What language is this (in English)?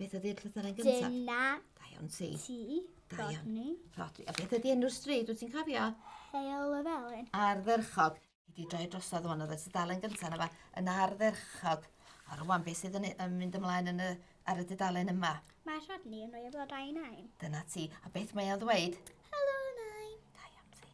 Welsh